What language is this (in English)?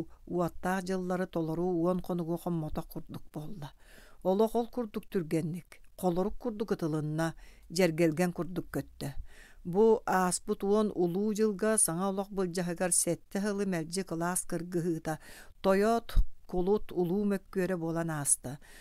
Yakut